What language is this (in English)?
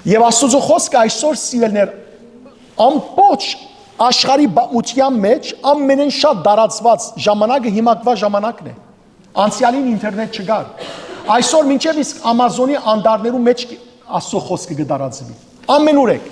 Western Armenian